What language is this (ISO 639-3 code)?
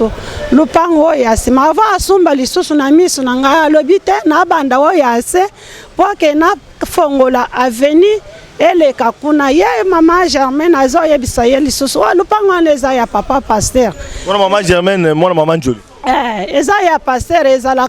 lin